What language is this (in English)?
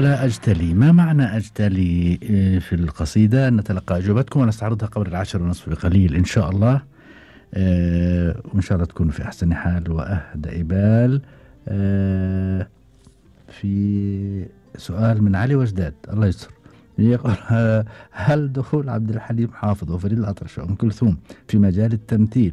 Gulf Arabic